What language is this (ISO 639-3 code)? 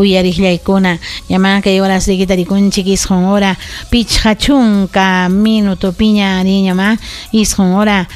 quy